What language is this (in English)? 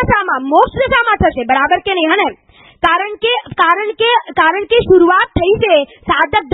Gujarati